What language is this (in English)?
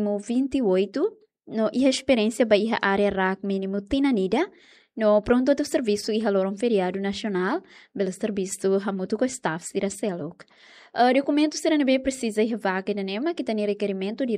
Tetum